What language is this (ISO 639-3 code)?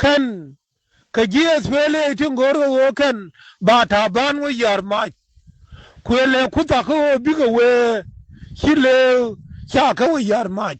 nus